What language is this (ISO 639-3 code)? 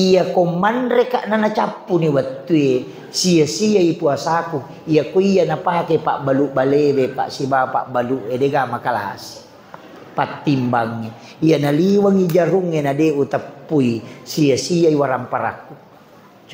bug